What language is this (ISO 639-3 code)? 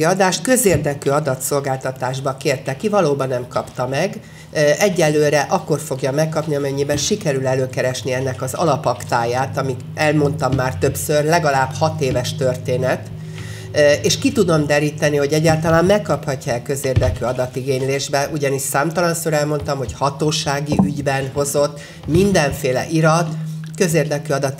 hun